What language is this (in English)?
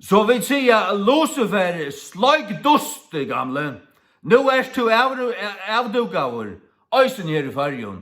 Faroese